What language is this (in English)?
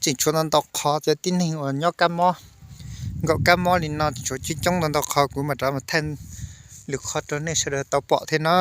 Hmong